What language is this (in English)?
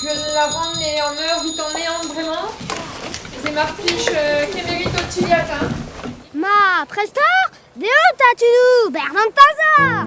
Breton